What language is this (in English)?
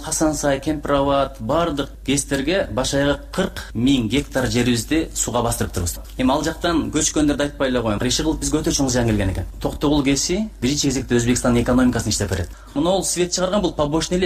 Kyrgyz